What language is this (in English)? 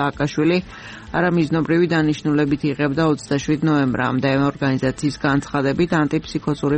Georgian